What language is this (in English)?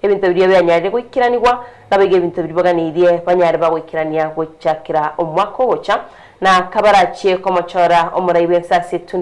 Gusii